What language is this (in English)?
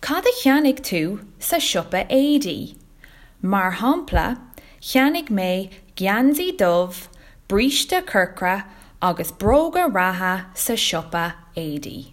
Irish